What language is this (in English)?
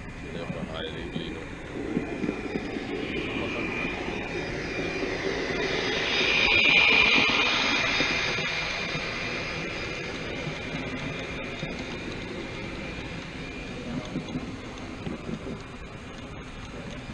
Danish